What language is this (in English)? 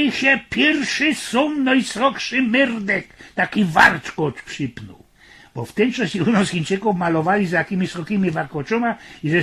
Silesian